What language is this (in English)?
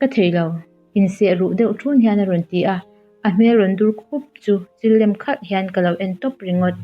Mizo